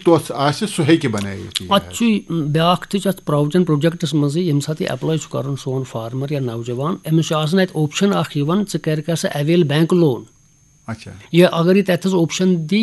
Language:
Kashmiri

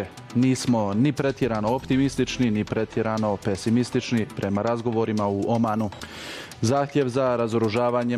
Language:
Bosnian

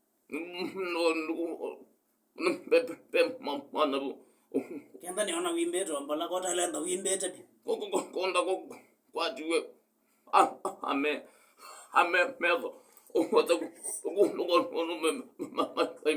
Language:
Kamba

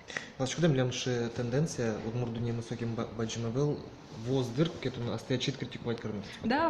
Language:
Udmurt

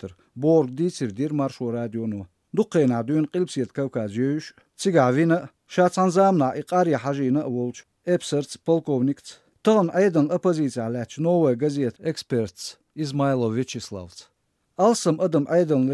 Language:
Chechen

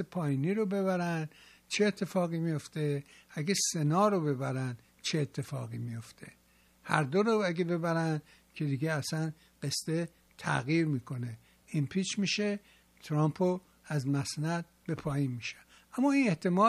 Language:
Persian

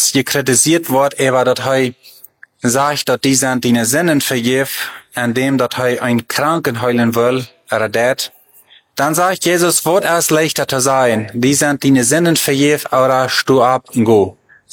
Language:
German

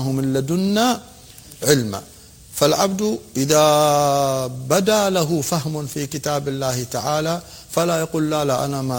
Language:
Arabic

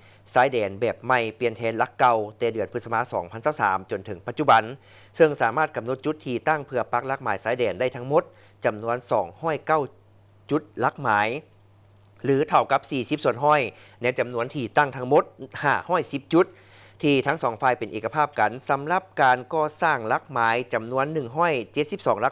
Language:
Lao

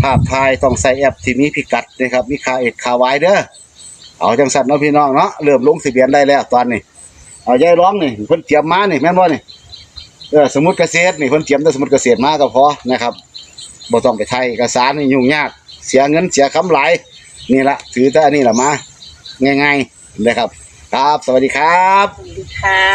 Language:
Northeastern Thai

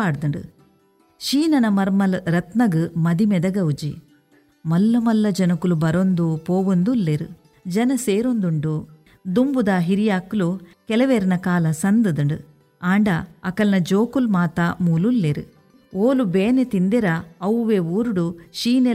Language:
Tulu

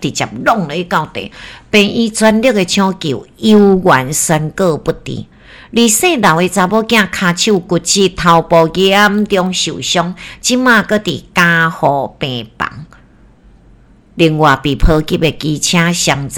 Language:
Min Nan Chinese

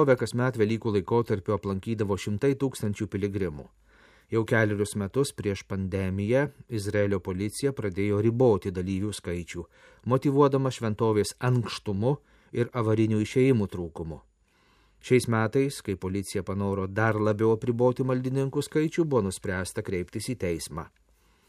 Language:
Lithuanian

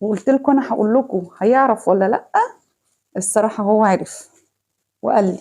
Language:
Egyptian Arabic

